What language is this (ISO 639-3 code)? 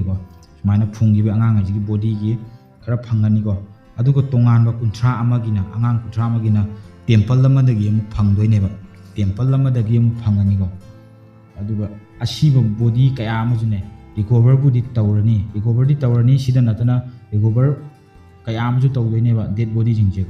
mni